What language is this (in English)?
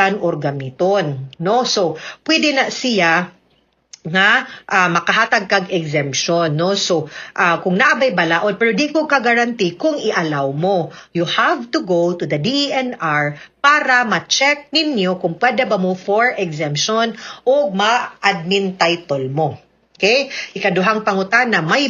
Cebuano